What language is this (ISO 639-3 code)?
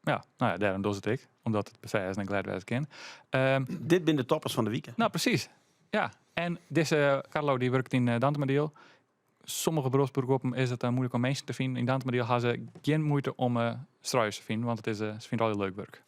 fry